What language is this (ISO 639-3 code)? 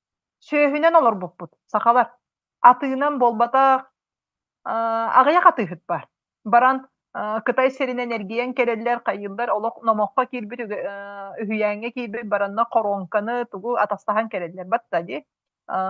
sah